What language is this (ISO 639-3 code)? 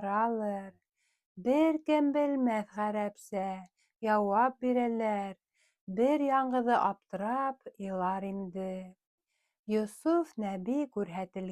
bak